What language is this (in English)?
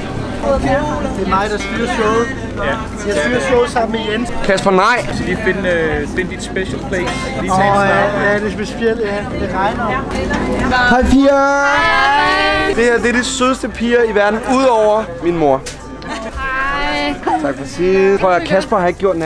Danish